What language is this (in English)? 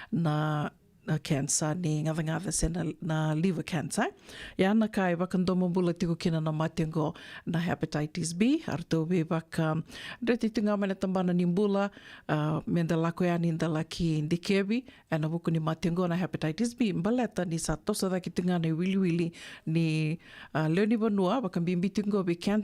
Fijian